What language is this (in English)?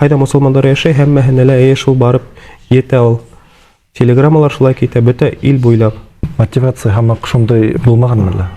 Bashkir